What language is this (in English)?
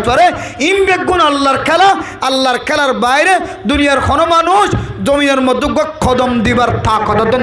Rohingya